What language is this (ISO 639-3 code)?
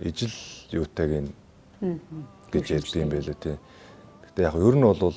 mon